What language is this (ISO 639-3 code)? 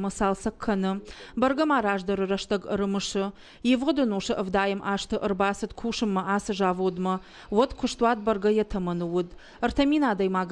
oss